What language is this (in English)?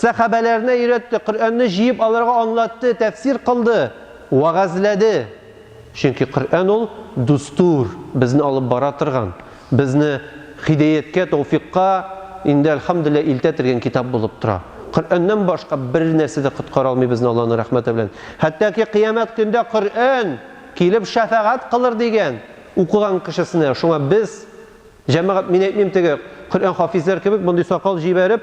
Tatar